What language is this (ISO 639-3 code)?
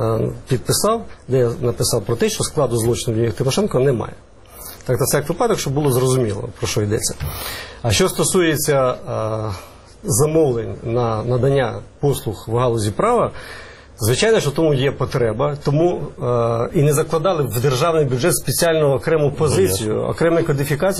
ukr